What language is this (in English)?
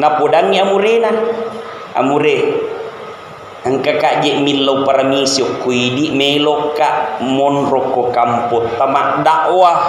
Buginese